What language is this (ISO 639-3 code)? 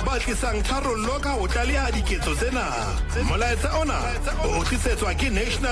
sot